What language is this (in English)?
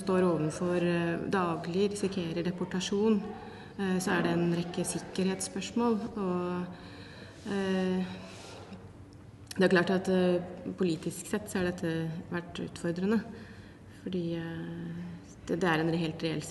Norwegian